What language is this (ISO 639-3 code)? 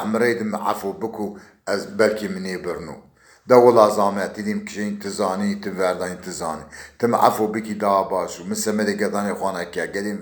zza